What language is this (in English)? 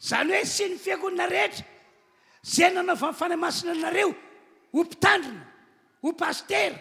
Malagasy